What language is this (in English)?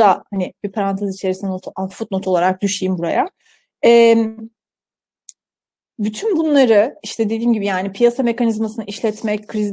Turkish